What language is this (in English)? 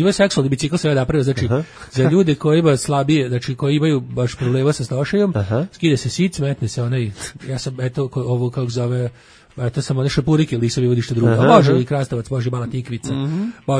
Serbian